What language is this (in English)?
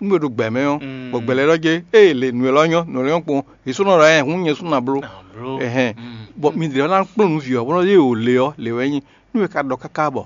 Fon